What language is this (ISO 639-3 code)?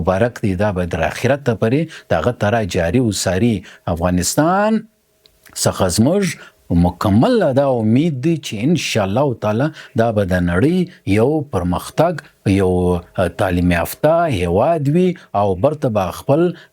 pus